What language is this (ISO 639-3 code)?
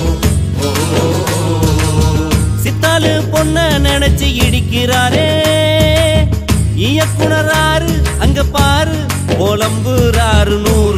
tam